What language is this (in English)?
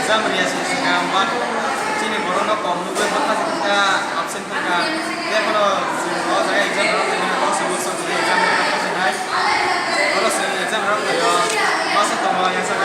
Kok Borok